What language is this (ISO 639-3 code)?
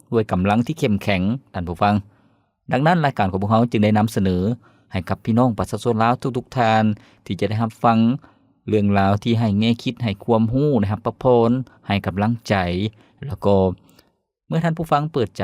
lao